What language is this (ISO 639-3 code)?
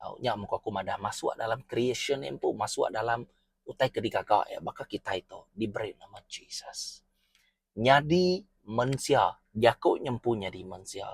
iba